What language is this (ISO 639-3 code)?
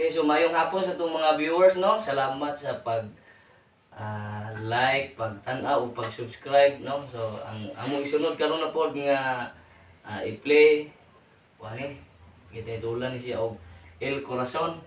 ceb